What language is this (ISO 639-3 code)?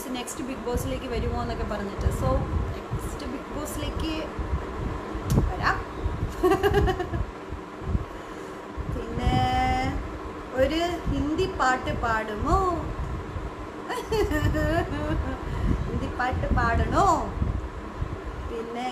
mal